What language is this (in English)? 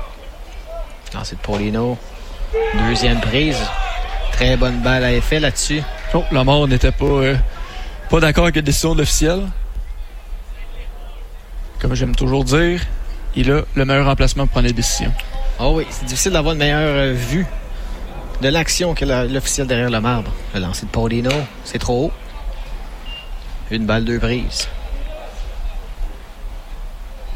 French